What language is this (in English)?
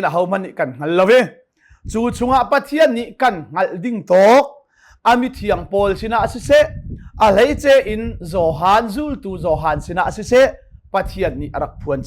Hakha Chin